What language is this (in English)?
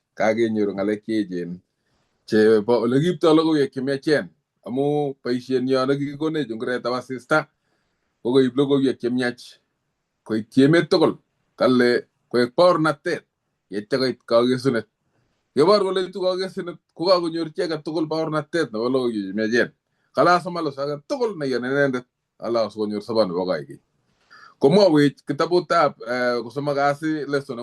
Kalenjin